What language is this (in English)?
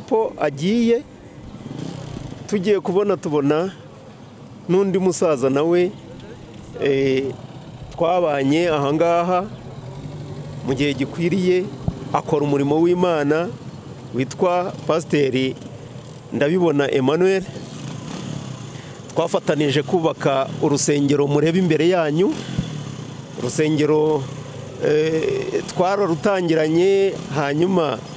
Kinyarwanda